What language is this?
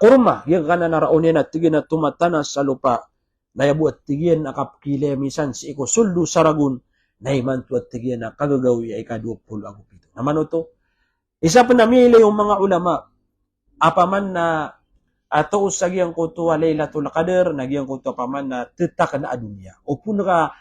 Maranao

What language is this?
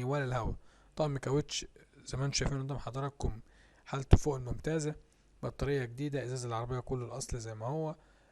Egyptian Arabic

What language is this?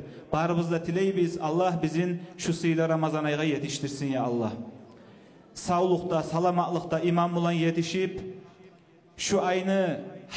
Kumyk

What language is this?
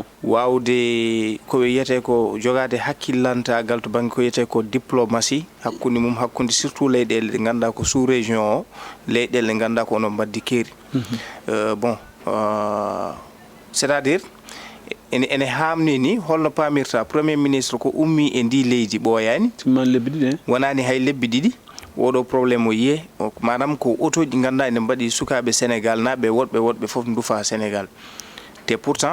Fula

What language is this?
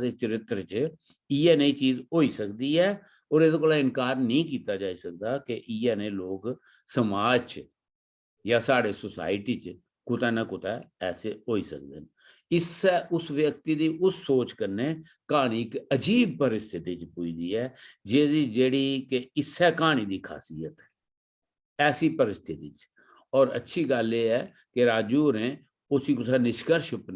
Dogri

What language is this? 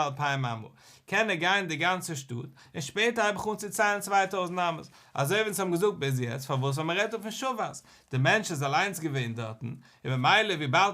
Yiddish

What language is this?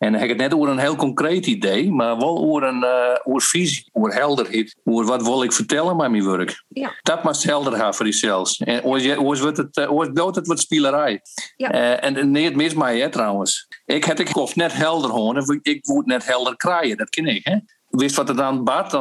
Western Frisian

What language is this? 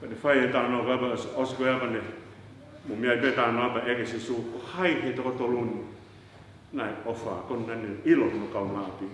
Tongan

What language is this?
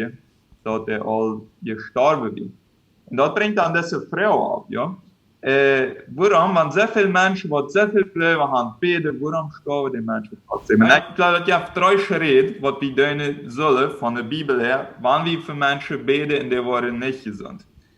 Plautdietsch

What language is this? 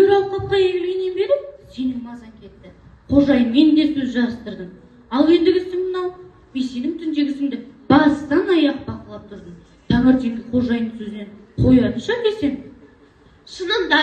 Kazakh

